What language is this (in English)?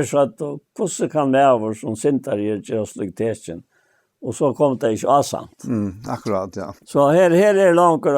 Faroese